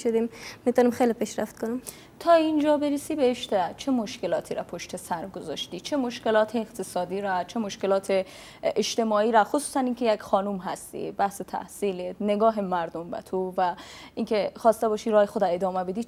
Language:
Persian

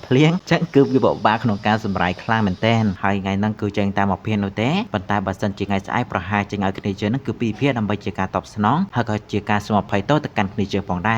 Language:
Khmer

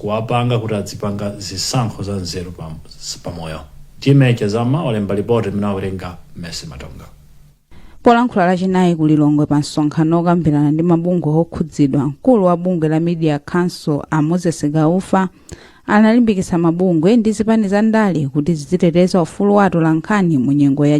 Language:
Nyanja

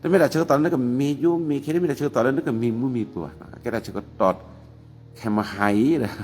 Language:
S'gaw Karen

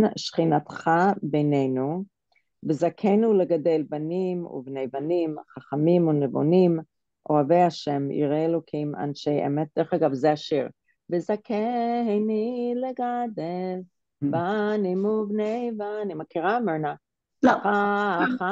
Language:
Hebrew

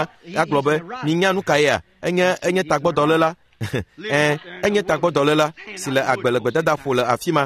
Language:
Ewe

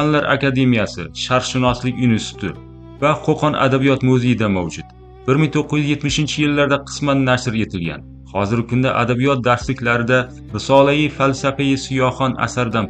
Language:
Uzbek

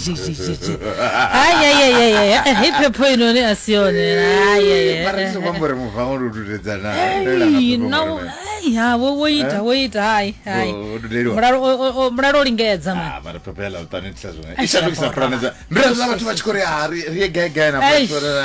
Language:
Venda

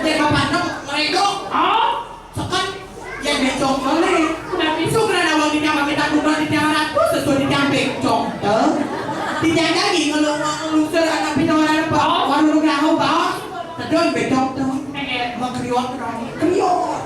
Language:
Balinese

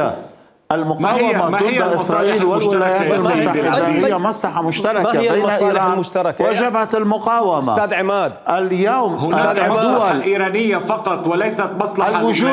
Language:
Mesopotamian Arabic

